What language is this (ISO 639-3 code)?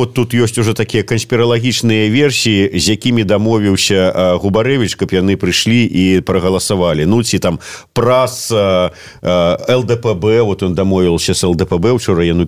bel